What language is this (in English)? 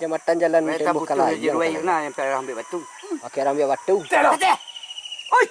Minangkabau